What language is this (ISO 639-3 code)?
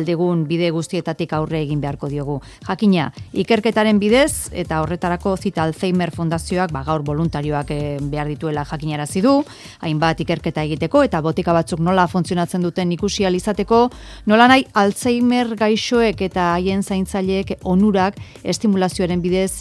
eus